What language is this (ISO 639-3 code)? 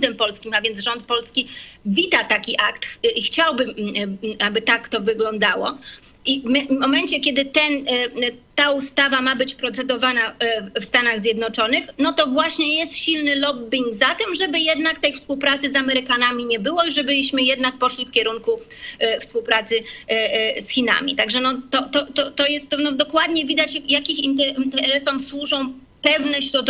pol